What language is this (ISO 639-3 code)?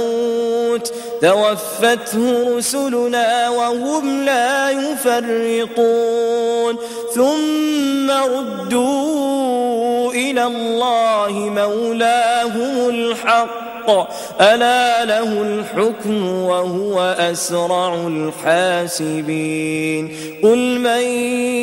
ara